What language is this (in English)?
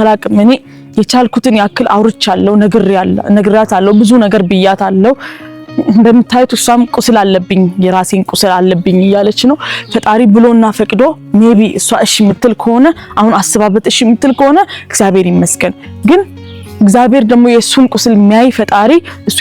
Amharic